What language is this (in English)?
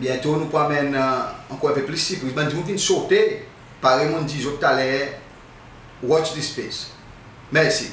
Seselwa Creole French